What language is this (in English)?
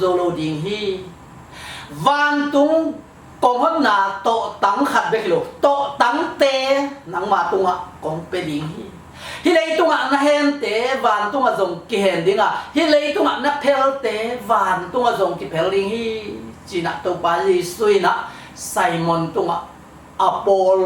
Tedim Chin